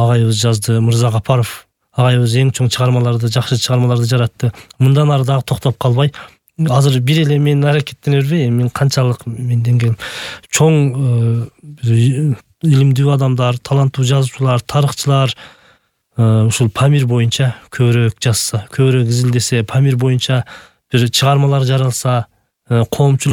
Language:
Kyrgyz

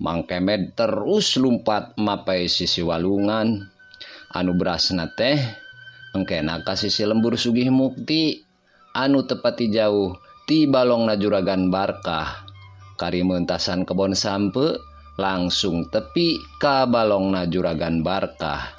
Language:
Sundanese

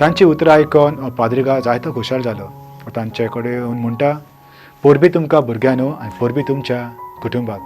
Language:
Konkani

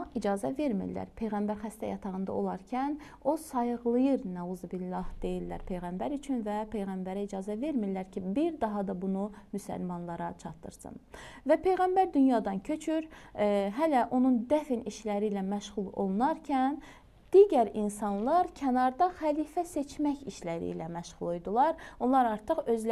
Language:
Azerbaijani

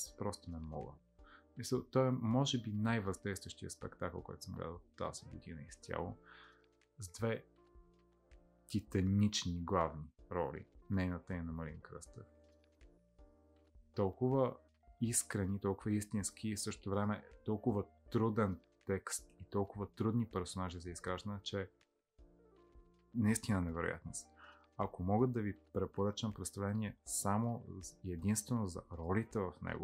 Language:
Bulgarian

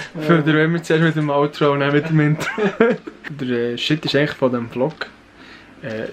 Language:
Swiss German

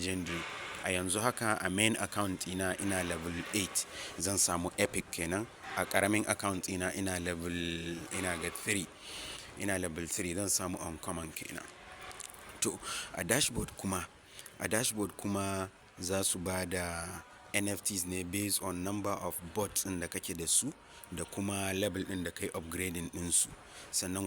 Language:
Hausa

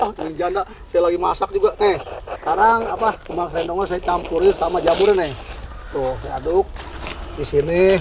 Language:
Betawi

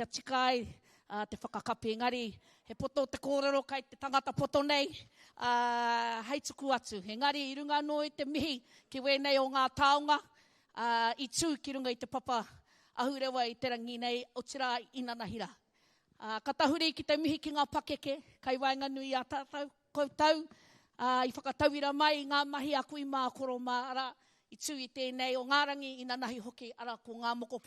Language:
Māori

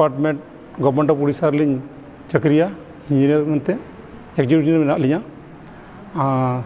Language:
Santali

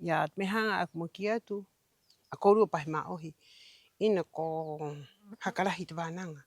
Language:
Rapanui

